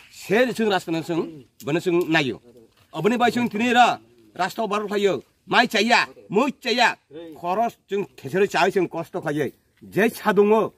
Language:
Kok Borok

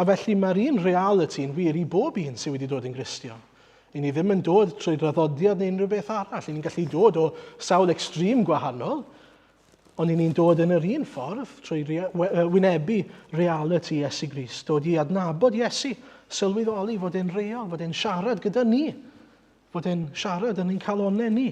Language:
Welsh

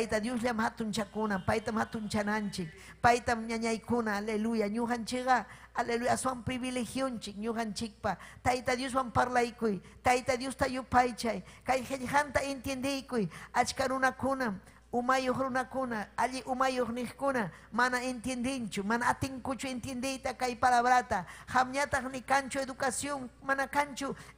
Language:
Ayacucho Quechua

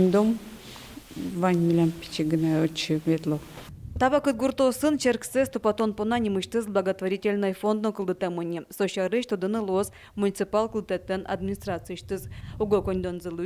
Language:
Udmurt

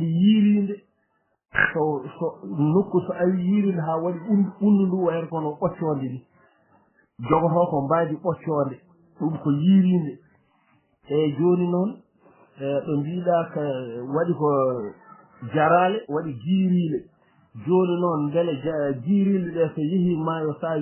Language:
Fula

